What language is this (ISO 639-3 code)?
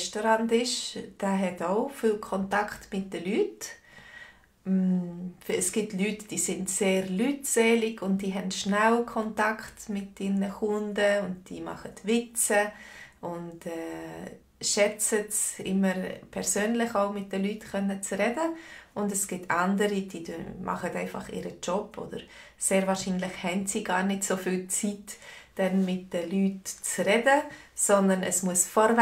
gsw